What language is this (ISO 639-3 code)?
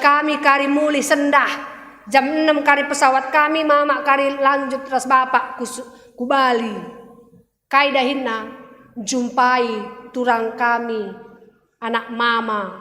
btx